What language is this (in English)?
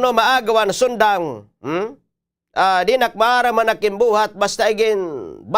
Waray